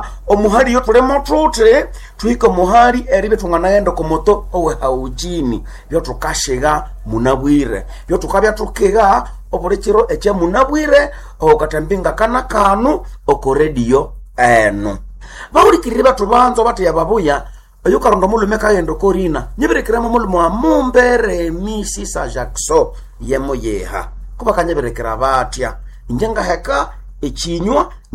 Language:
Nande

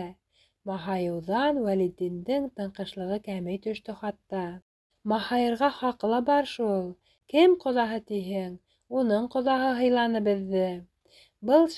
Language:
Bashkir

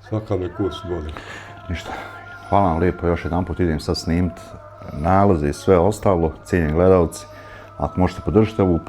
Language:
Bosnian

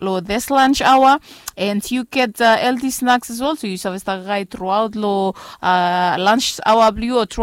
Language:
Bislama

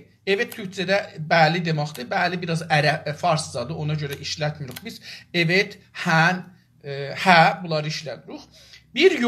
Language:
South Azerbaijani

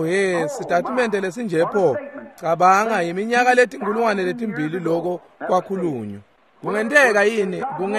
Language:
Swati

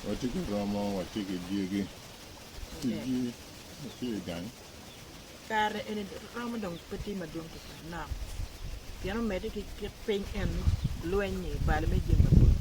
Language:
Acoli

